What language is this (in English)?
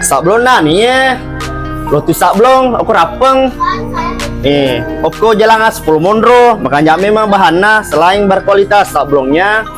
Buginese